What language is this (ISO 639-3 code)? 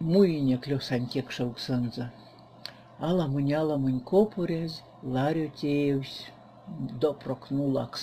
myv